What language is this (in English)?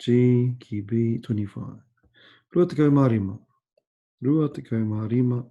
Māori